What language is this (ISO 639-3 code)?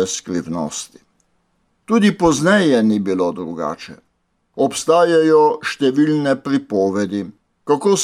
slv